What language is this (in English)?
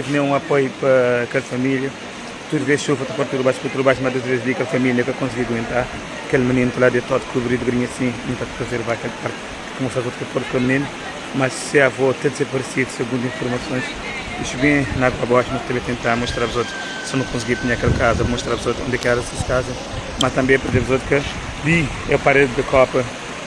Kabuverdianu